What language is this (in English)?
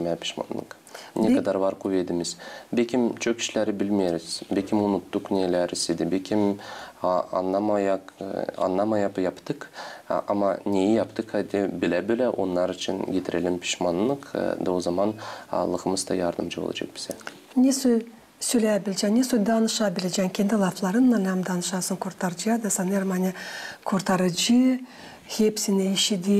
Gagauz